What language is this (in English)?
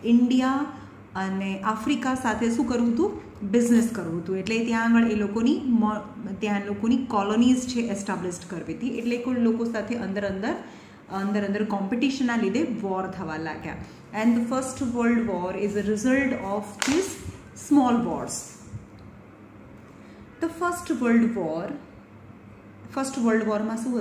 Gujarati